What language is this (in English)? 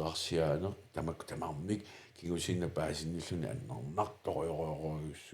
Kalaallisut